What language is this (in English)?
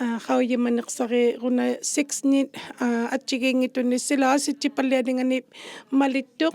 Inuktitut